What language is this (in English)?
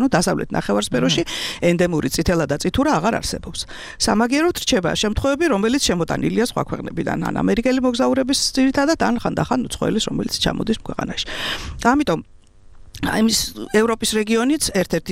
Georgian